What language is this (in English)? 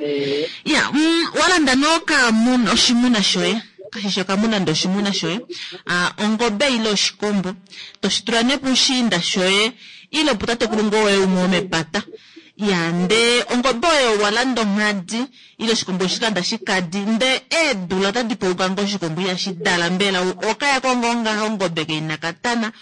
Kuanyama